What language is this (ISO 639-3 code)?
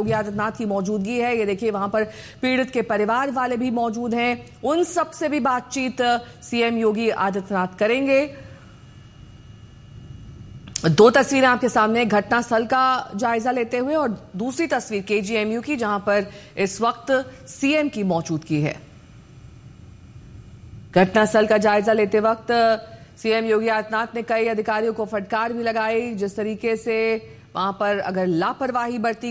hin